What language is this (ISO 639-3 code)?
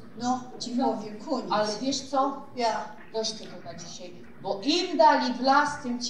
szl